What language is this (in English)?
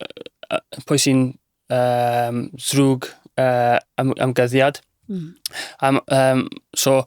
Welsh